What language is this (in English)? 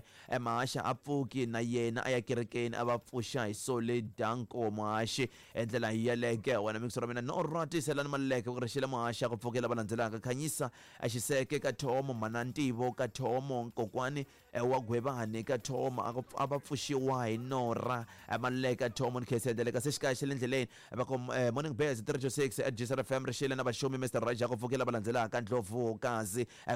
Tsonga